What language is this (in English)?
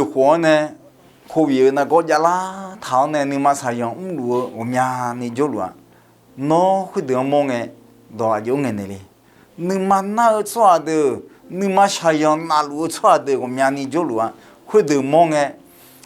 Akha